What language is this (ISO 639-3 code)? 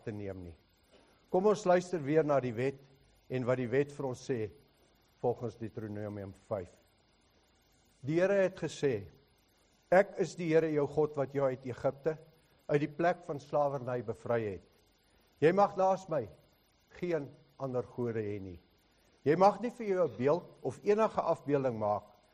afr